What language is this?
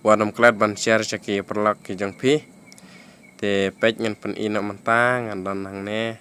Khasi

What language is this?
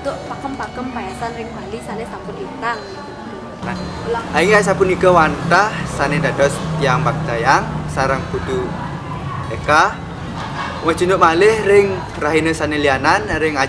Balinese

